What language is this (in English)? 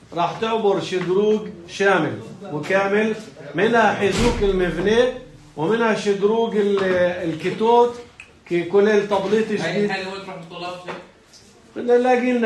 North Levantine Arabic